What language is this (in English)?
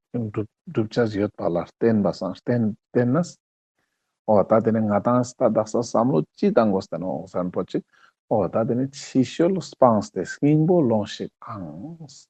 Ladakhi